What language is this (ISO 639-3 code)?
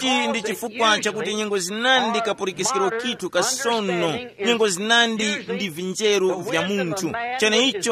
tum